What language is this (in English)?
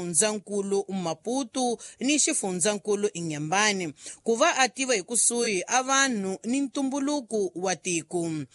Tsonga